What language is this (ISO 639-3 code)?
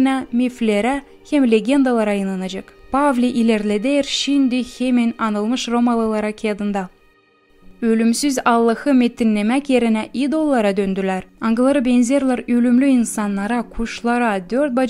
gag